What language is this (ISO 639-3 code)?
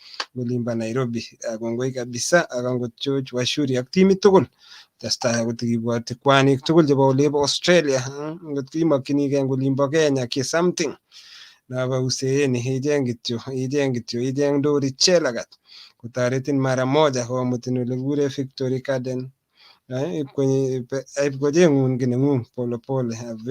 kln